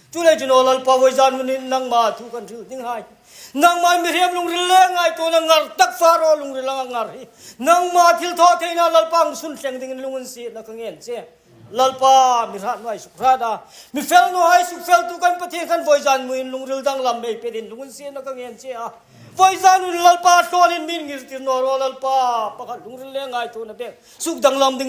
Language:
Hmar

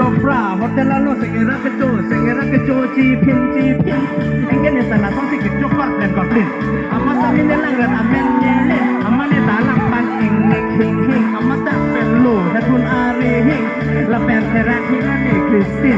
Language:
Karbi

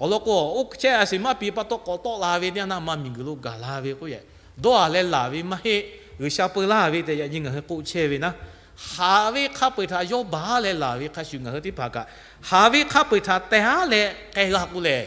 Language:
Lahu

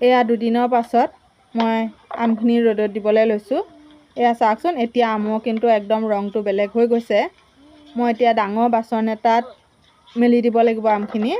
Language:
Assamese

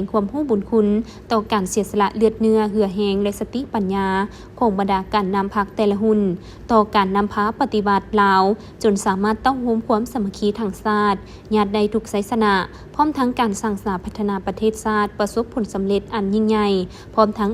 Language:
Lao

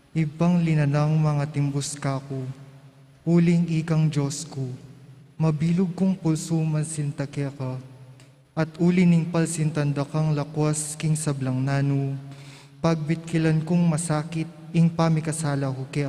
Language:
Pampanga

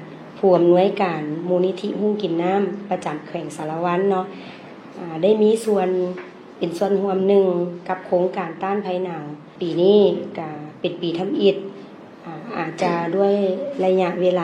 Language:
Lao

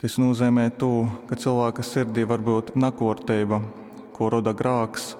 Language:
Latgalian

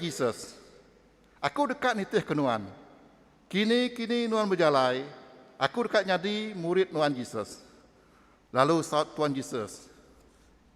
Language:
Iban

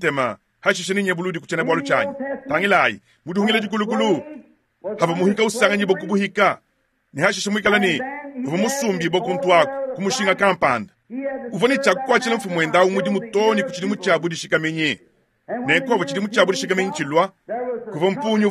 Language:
Luba-Lulua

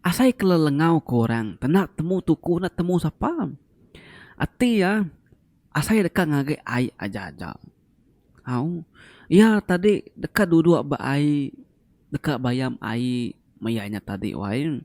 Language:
Iban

